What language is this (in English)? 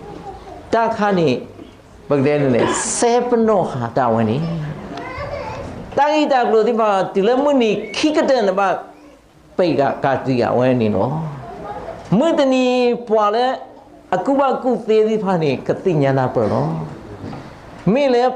S'gaw Karen